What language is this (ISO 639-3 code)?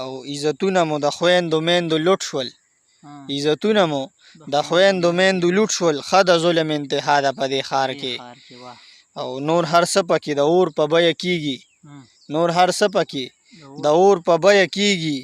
pus